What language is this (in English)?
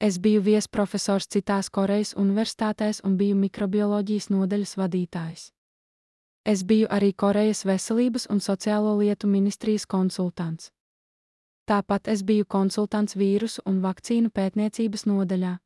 Latvian